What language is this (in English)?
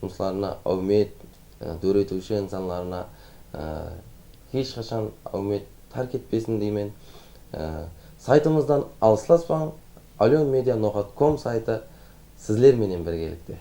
Kara-Kalpak